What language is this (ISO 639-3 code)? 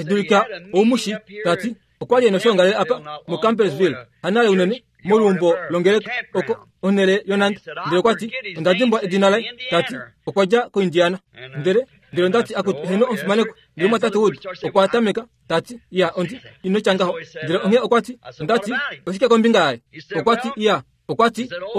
kua